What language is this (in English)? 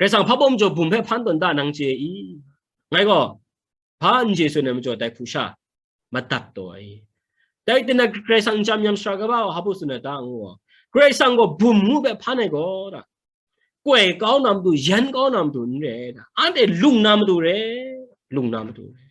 Kachin